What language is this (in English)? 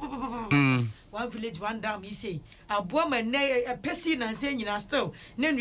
Akan